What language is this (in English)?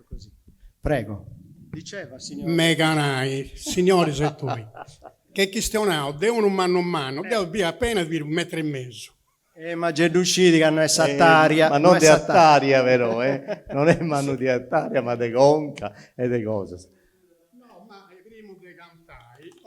Sardinian